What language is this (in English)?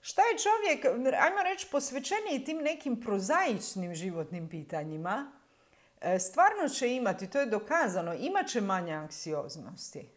Croatian